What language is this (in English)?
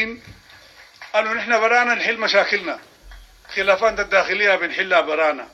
Sudanese Arabic